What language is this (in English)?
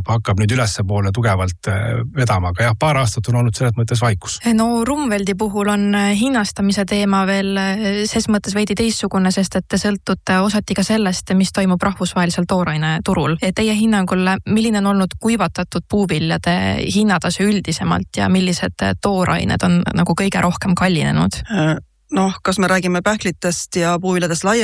Estonian